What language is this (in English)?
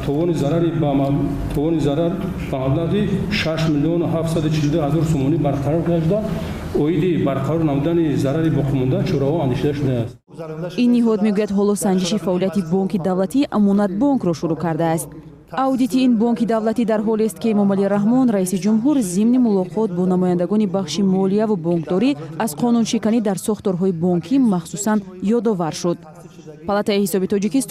Tajik